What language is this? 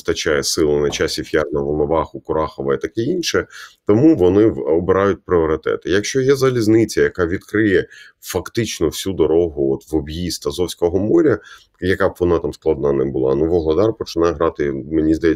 Ukrainian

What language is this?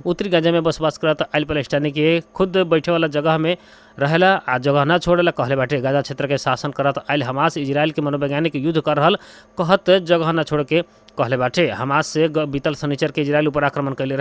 Bhojpuri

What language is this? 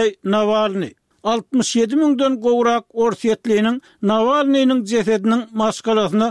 Turkmen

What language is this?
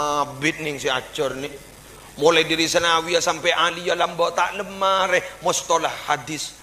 Madurese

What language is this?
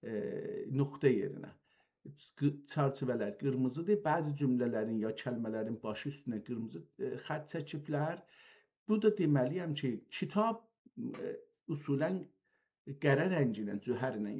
South Azerbaijani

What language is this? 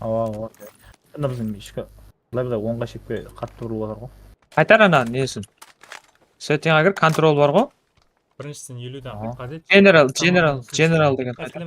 Kara-Kalpak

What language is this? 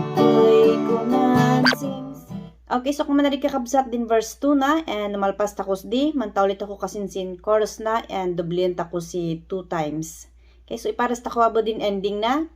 Kankanaey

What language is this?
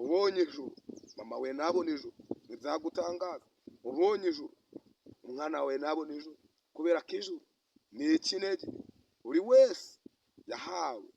Kinyarwanda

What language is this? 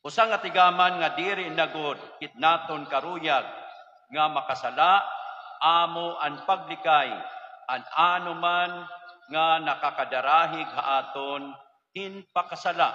Waray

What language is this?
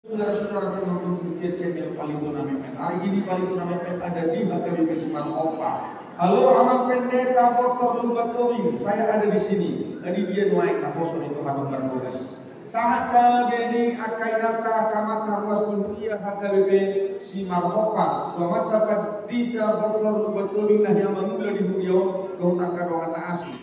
Batak Toba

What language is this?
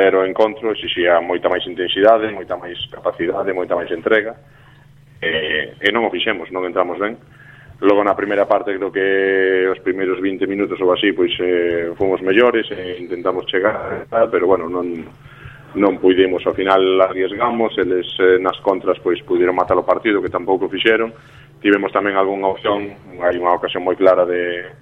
Galician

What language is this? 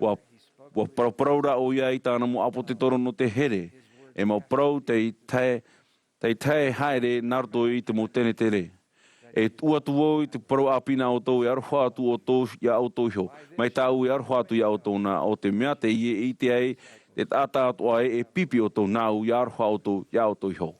Tahitian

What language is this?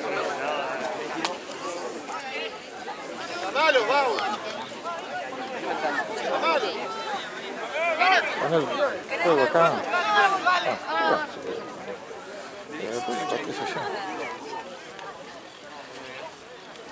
Spanish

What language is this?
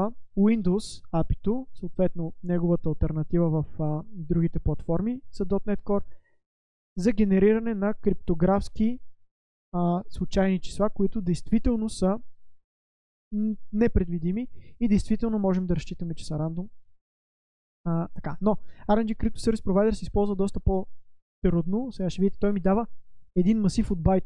Bulgarian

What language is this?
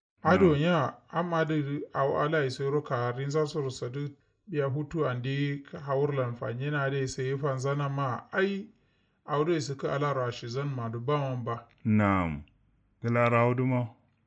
Kanuri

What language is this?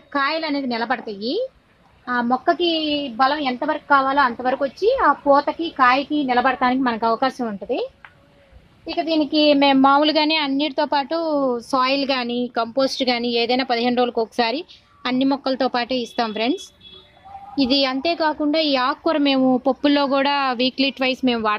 Telugu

